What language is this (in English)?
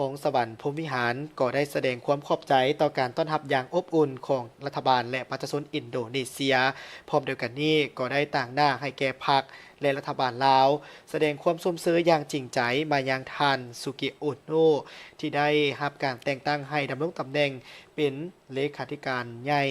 Lao